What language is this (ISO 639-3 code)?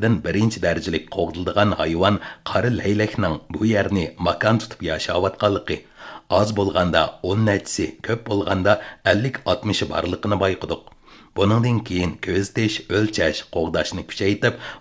uig